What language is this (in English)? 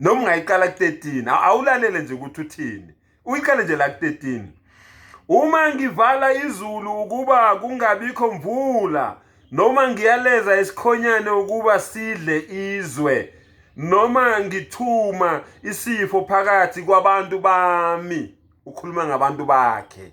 Zulu